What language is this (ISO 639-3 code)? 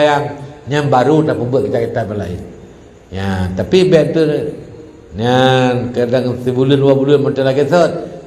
ace